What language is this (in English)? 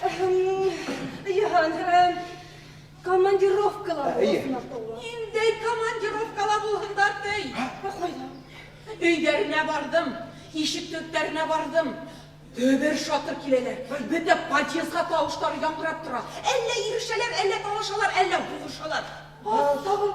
Bashkir